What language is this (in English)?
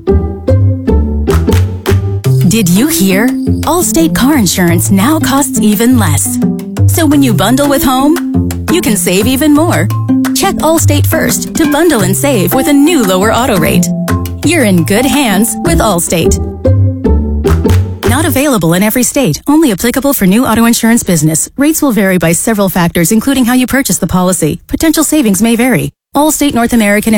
English